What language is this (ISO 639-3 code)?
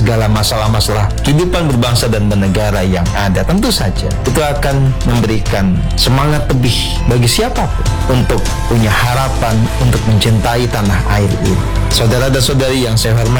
ind